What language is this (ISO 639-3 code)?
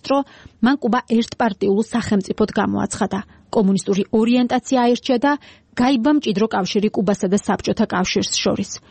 kat